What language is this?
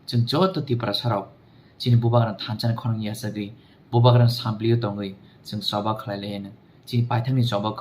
Kok Borok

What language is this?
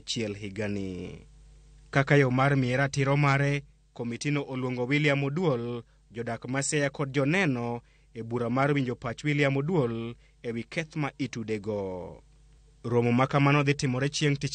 Luo (Kenya and Tanzania)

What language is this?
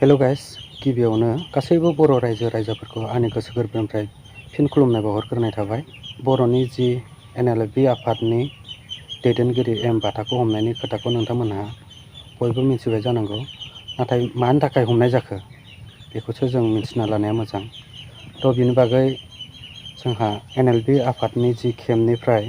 Bodo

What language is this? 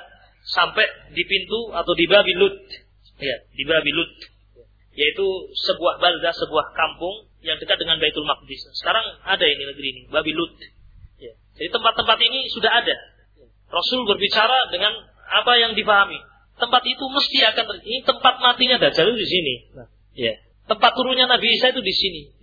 Indonesian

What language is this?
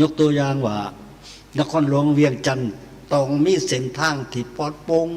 Lao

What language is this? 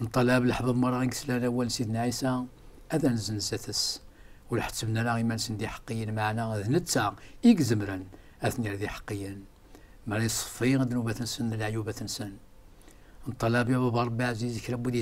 Kabyle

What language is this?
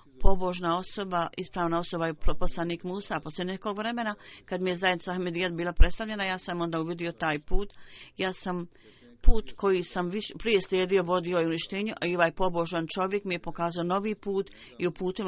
Bosnian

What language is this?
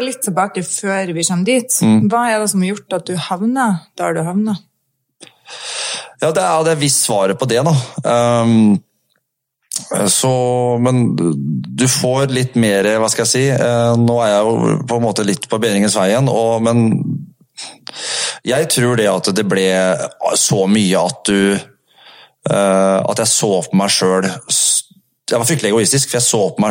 Norwegian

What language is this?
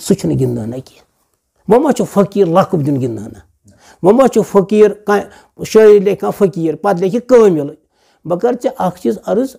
Kashmiri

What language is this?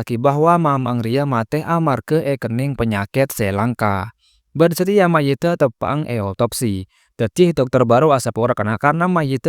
Madurese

